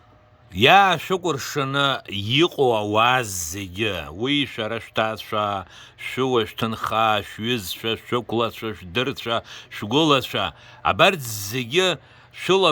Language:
Abkhazian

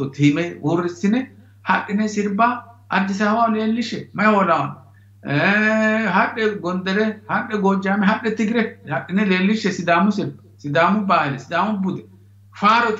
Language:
Sidamo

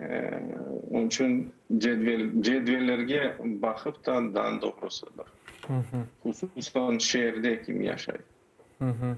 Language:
Crimean Tatar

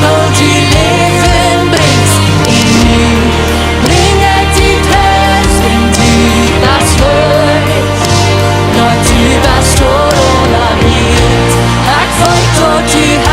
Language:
Plautdietsch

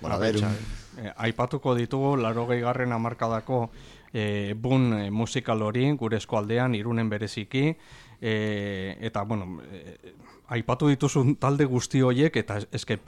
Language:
Basque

